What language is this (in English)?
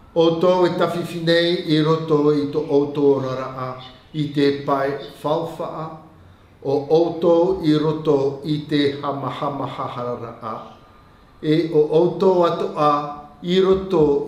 Tahitian